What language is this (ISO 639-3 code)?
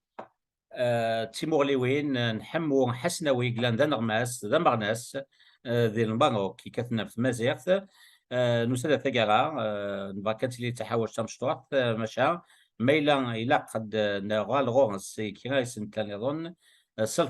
kab